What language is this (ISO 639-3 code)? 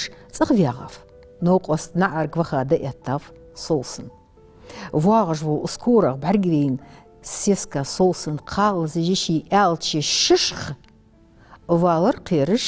inh